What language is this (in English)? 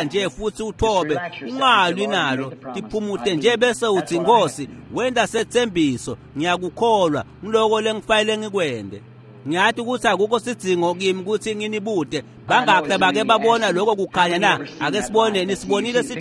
Swati